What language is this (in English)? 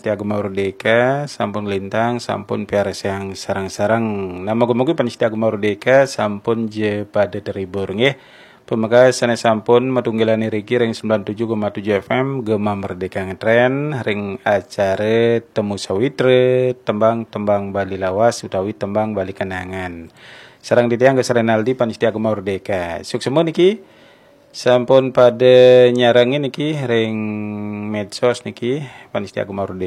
Balinese